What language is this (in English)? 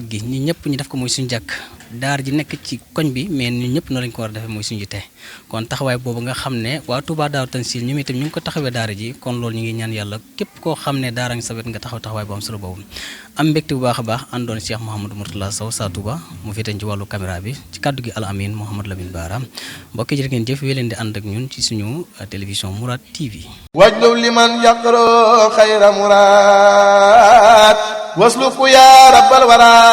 Wolof